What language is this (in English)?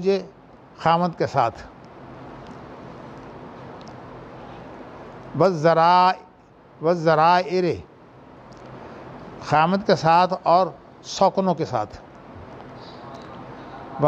Urdu